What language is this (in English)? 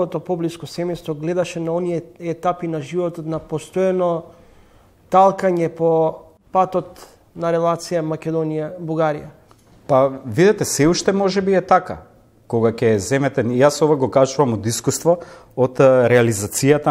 Macedonian